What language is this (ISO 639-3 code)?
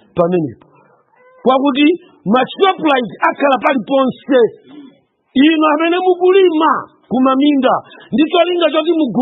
nya